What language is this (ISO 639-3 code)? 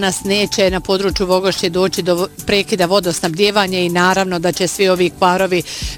bos